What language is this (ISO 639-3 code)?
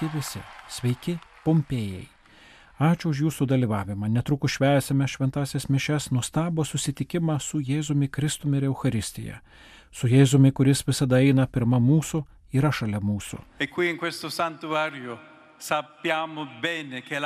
lit